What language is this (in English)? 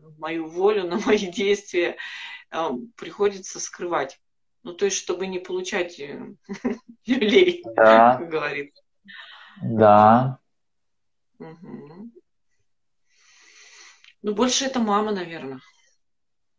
Russian